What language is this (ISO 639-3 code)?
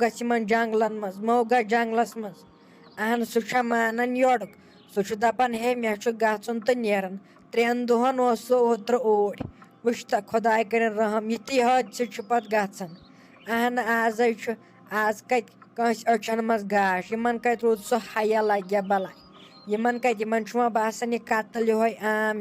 kas